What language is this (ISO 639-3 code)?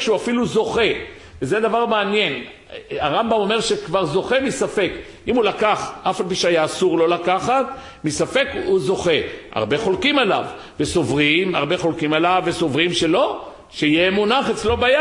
heb